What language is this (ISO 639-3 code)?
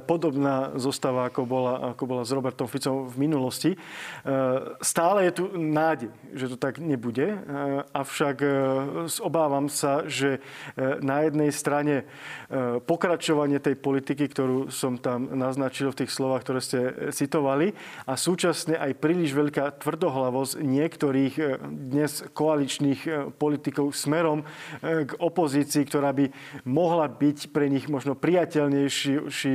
slk